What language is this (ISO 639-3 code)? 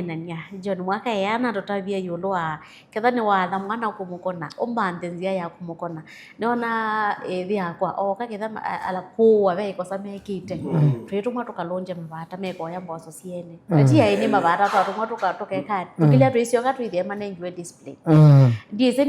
kam